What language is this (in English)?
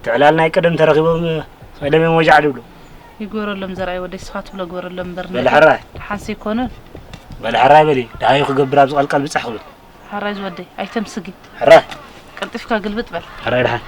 Tigrinya